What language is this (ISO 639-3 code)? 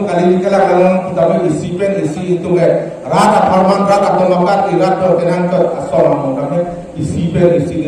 mjw